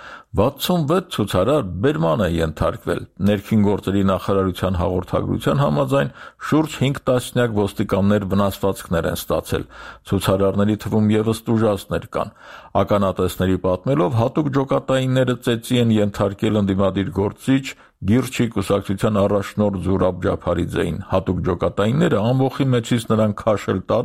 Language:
Armenian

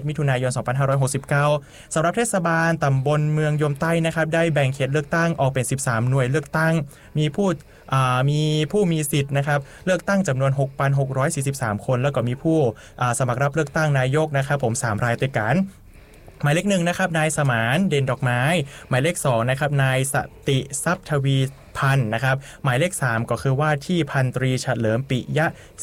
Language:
Thai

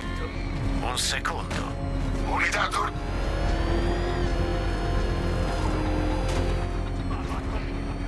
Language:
Italian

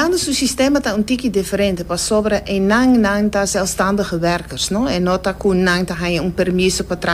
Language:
Papiamento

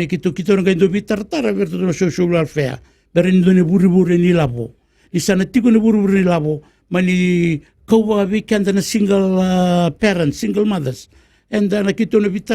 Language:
Fijian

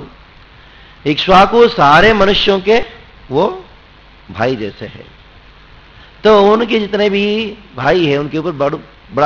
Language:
Hindi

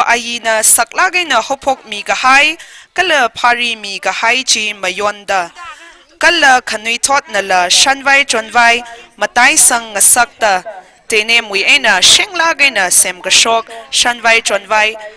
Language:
Tangkhul Naga (India)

